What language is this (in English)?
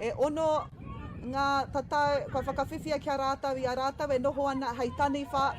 Māori